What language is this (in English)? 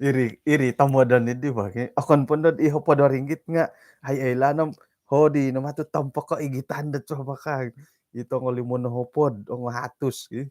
Central Dusun